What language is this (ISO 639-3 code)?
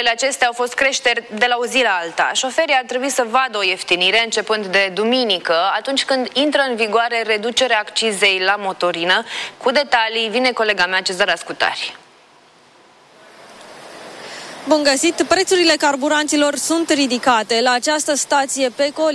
ron